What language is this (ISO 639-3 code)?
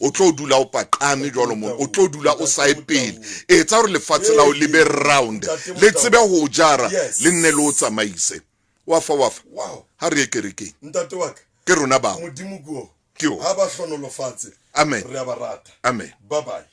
sot